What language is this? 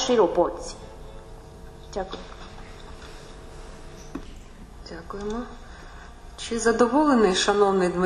Ukrainian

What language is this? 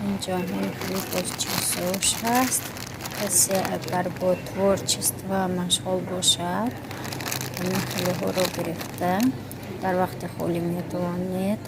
Tajik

